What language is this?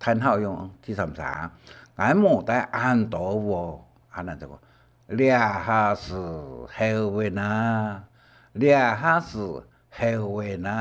Hakka Chinese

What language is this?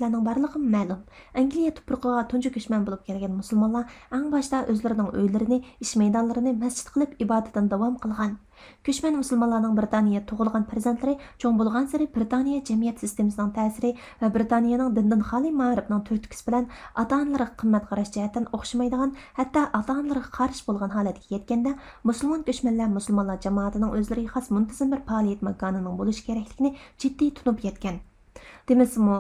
Uyghur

